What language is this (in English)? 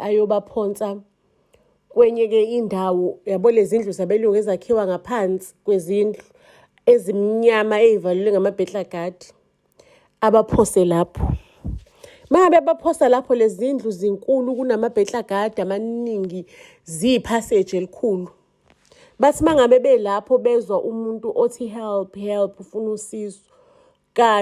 Zulu